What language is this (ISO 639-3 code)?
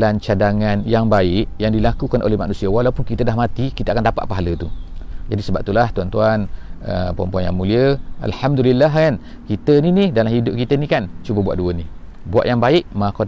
msa